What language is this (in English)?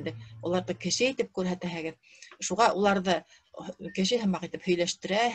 Bashkir